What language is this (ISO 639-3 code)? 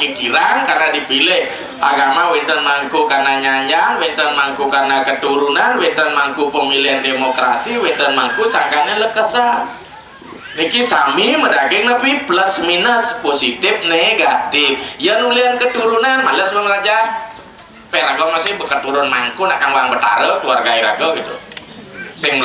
ban